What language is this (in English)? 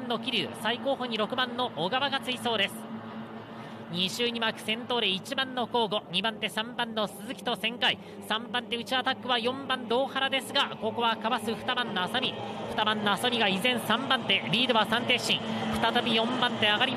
Japanese